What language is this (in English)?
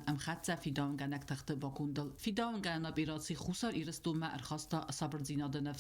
Ossetic